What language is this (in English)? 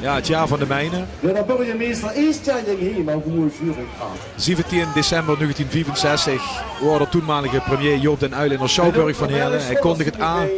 Limburgish